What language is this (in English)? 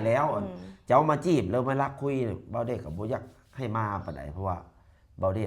Lao